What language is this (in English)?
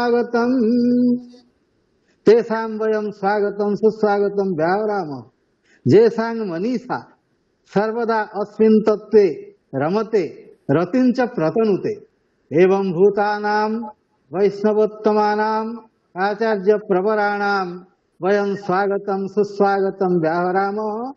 Sanskrit